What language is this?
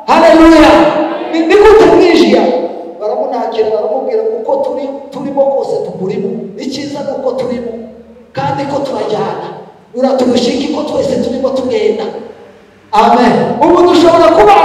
Kinyarwanda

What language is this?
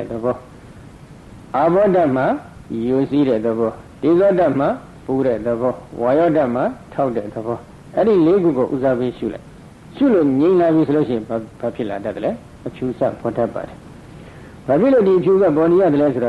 Burmese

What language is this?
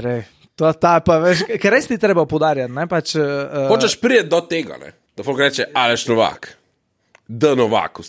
Slovenian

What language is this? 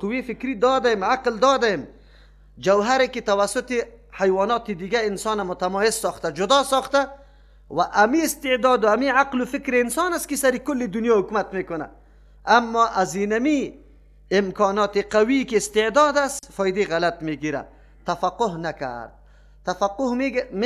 Persian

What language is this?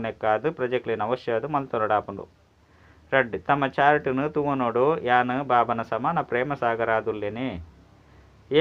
Tulu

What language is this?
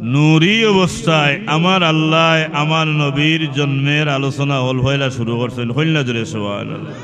Sylheti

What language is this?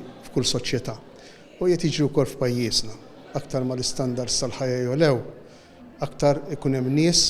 Maltese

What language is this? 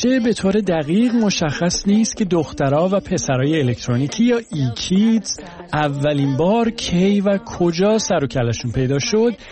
Persian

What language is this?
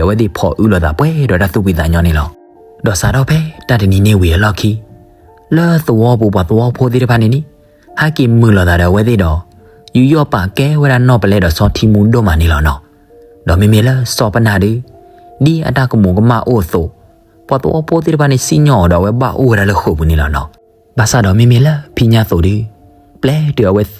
S'gaw Karen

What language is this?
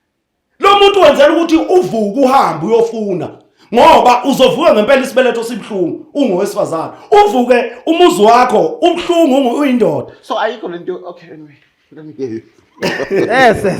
Zulu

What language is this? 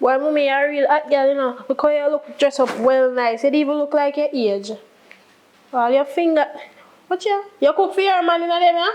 Jamaican Creole English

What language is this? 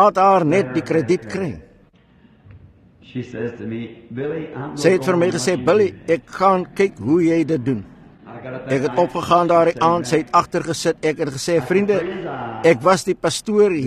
Afrikaans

